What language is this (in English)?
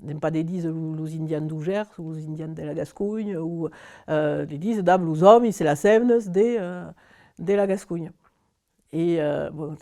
Occitan